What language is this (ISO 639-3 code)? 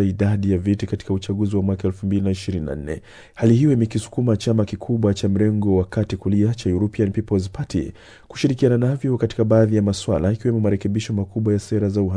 swa